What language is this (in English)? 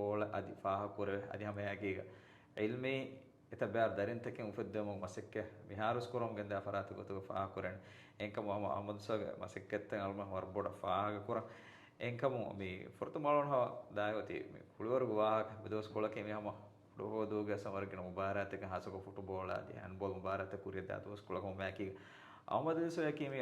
Divehi